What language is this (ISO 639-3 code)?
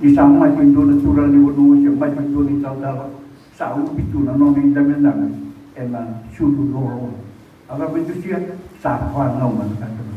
fij